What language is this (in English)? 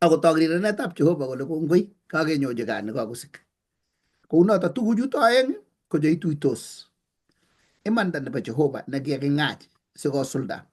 Kalenjin